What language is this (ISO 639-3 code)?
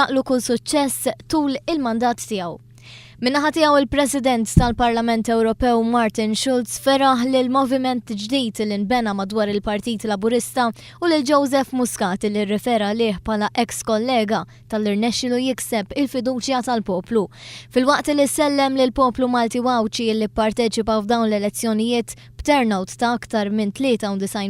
mlt